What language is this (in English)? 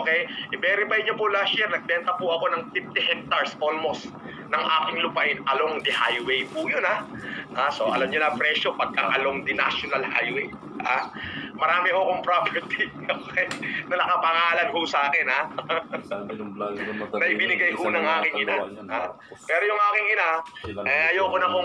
Filipino